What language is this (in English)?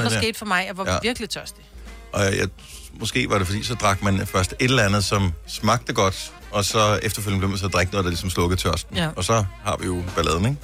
Danish